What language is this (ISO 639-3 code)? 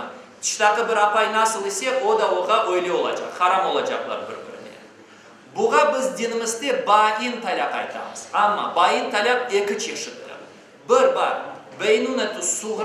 crh